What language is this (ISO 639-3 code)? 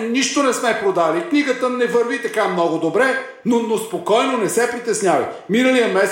bul